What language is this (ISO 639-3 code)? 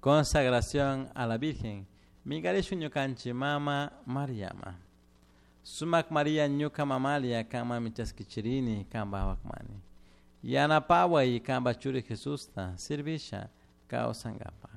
qug